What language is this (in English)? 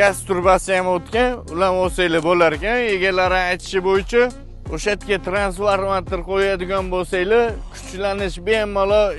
Uzbek